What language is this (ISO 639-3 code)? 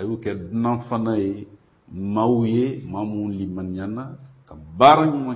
bam